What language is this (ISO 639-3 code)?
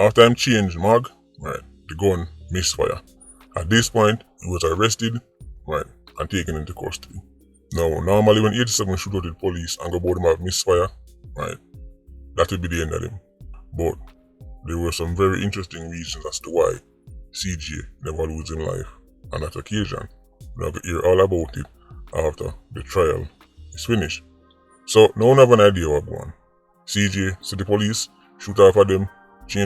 jam